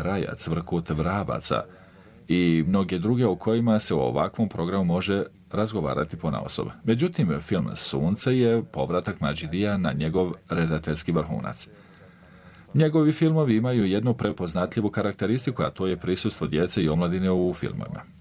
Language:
Bosnian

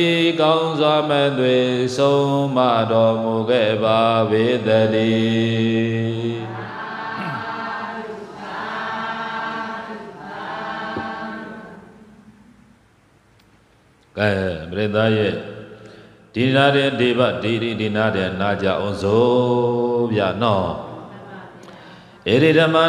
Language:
Burmese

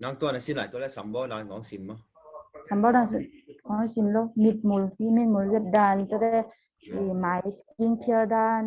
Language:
Tedim Chin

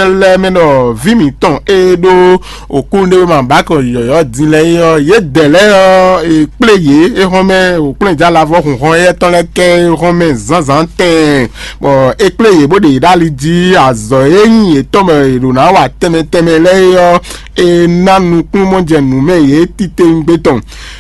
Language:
Fon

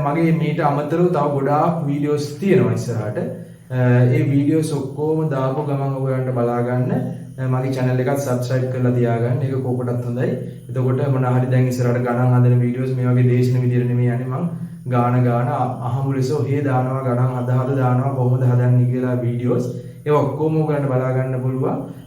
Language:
Sinhala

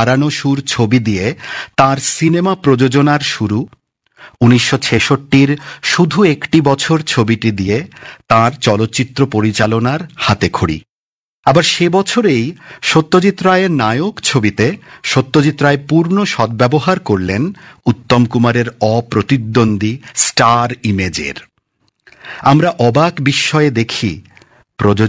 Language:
Bangla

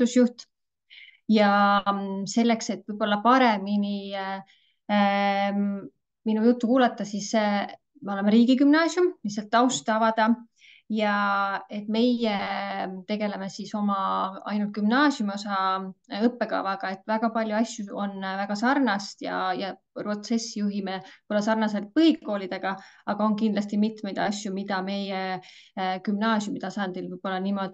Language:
Estonian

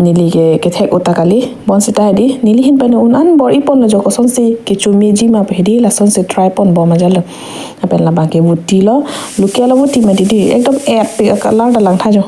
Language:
Karbi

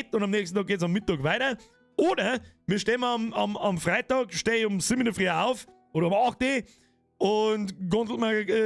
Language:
Bavarian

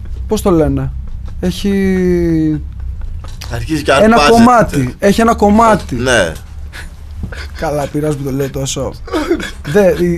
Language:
Greek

